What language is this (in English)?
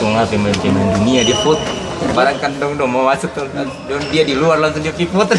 Ambonese Malay